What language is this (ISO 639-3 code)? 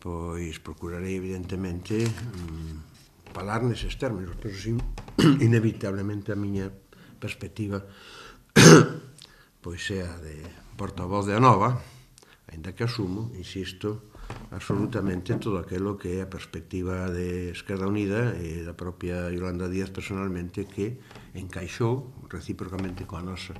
glg